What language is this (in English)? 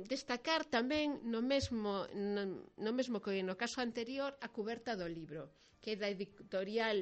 Galician